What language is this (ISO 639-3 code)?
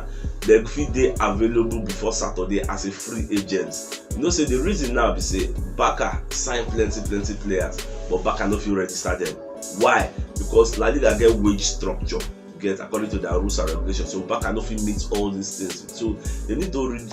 pcm